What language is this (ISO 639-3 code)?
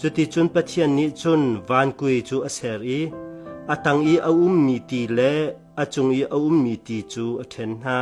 cnh